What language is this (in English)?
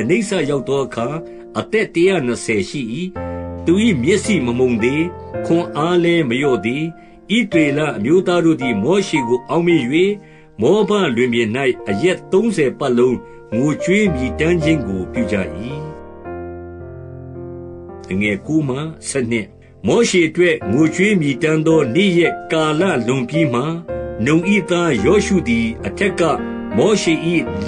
Burmese